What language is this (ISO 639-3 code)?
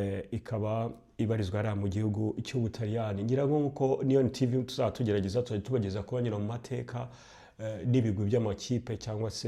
kin